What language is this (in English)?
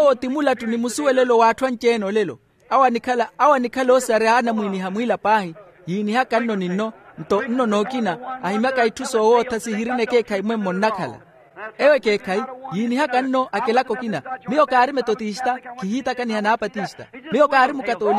Makhuwa